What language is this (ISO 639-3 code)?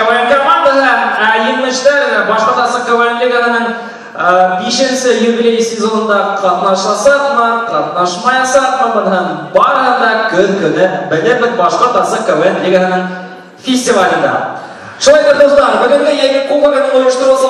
bak